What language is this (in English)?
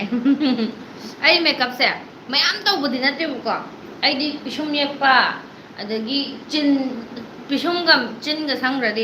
Manipuri